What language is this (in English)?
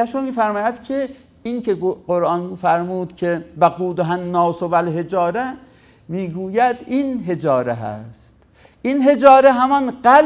Persian